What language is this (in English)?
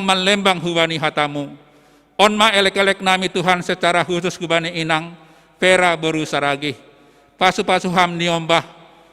Batak Simalungun